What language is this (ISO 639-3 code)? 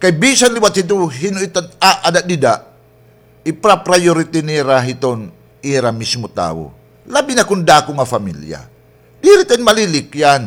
war